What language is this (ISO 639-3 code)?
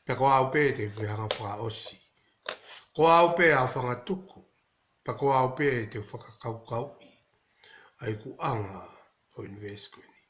ton